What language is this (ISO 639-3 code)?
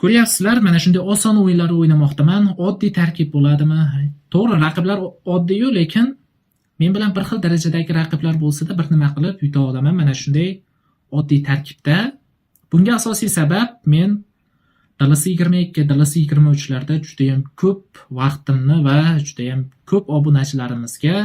uzb